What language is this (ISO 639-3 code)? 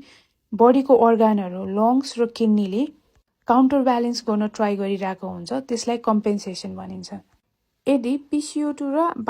nep